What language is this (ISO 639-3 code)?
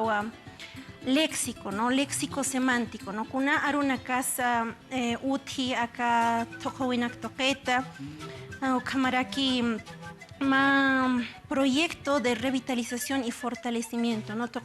aym